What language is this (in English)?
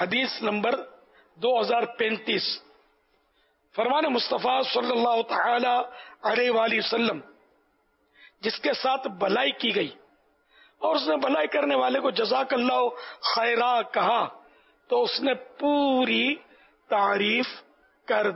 Urdu